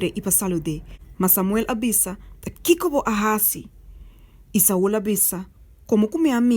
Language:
Papiamento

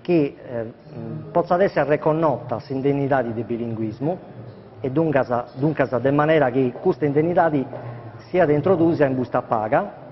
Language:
Sardinian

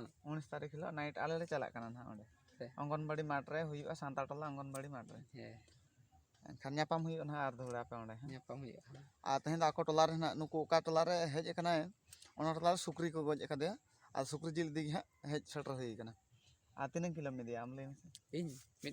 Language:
Santali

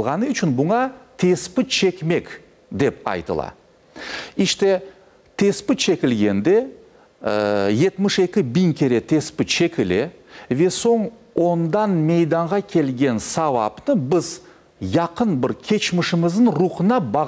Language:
Crimean Tatar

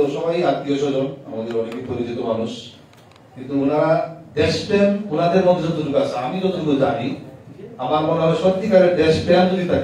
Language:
Bangla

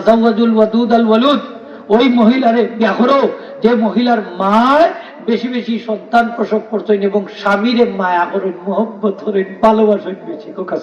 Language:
Sylheti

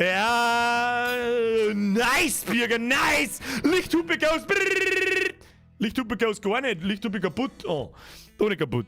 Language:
Bavarian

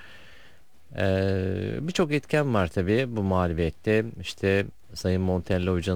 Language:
Turkish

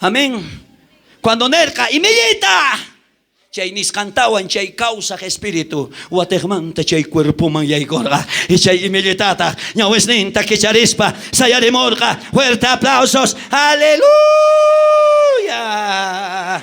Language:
South Bolivian Quechua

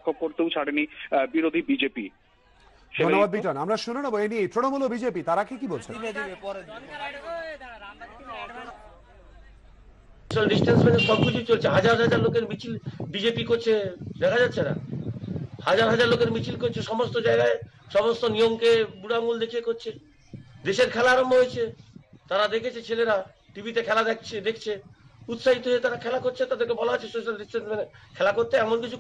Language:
Bangla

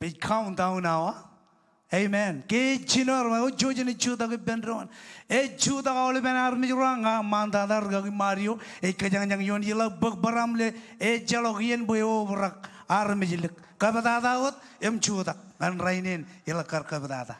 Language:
Marshallese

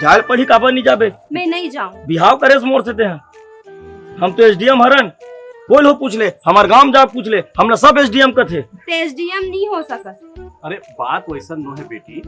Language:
Chhattisgarhi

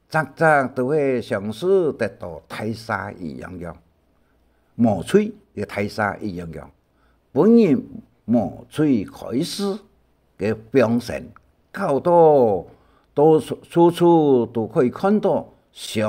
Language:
Hakka Chinese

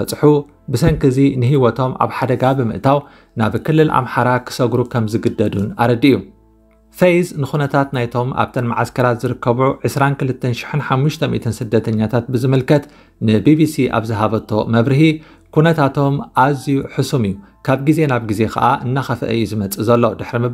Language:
Tigrinya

